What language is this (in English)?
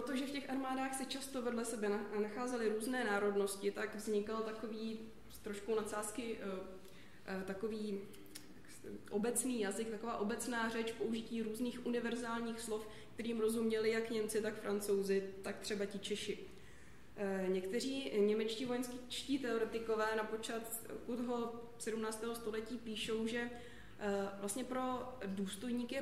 Czech